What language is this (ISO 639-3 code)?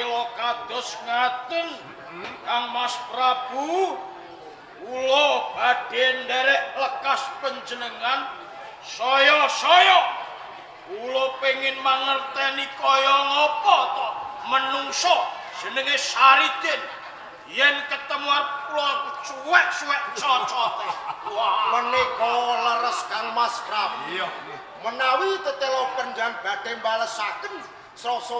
jav